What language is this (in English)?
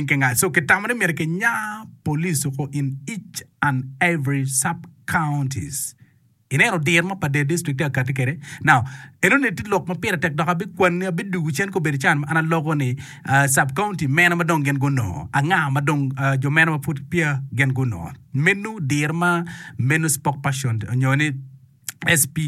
Acoli